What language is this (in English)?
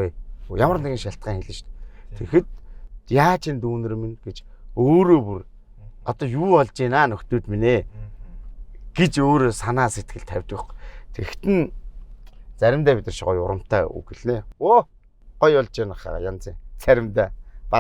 Mongolian